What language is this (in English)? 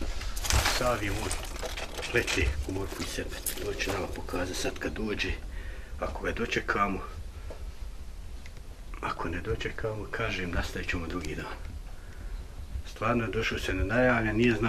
Bosnian